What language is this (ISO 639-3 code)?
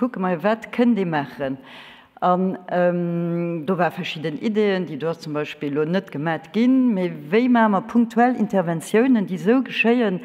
ltz